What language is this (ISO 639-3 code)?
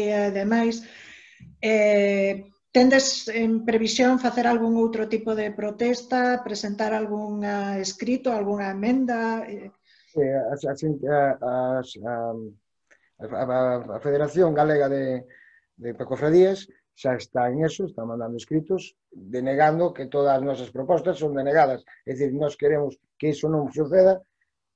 glg